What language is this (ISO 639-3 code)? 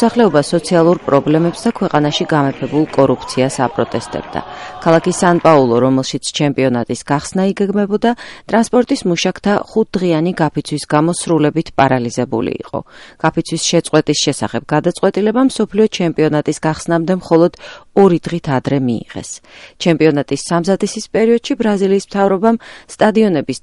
kat